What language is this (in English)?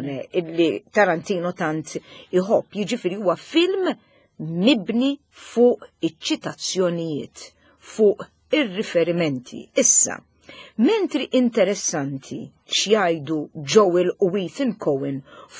Maltese